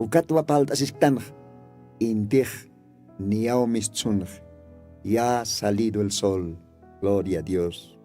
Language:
Aymara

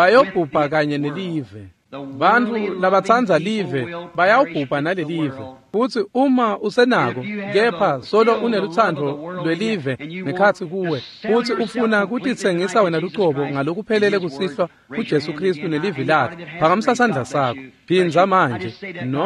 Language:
Swati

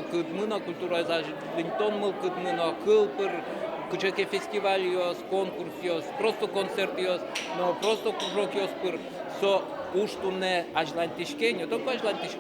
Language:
Udmurt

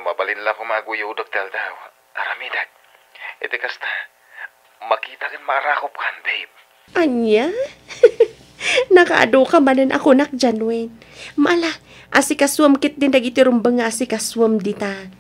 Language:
Iloko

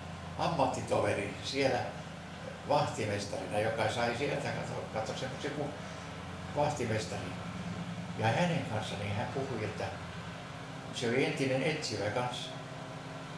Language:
Finnish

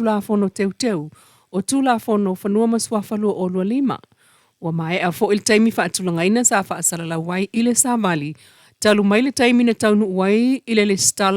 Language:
Samoan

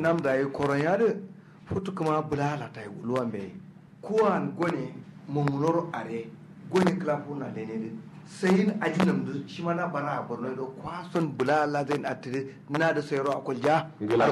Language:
Kanuri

